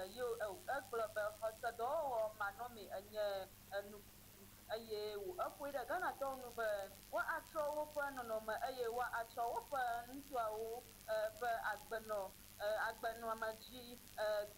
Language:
Ewe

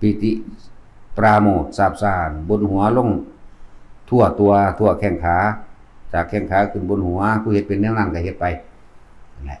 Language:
Lao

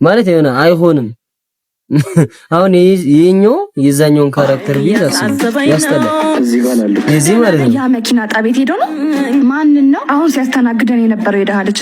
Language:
Amharic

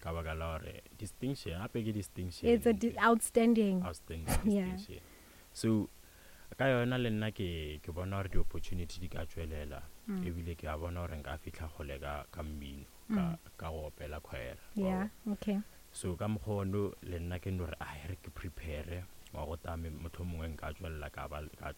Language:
Northern Sotho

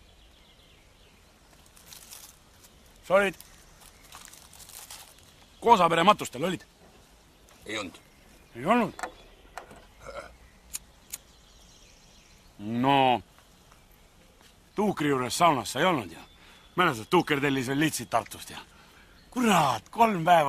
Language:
Estonian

